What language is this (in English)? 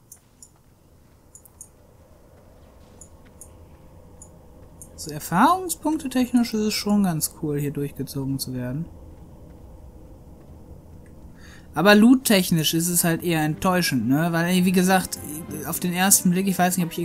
German